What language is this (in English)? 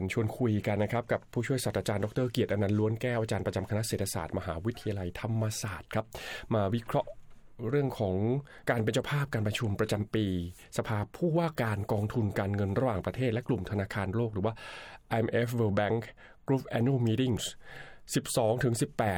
Thai